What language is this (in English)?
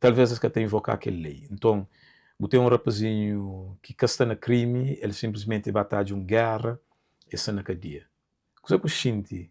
Kabuverdianu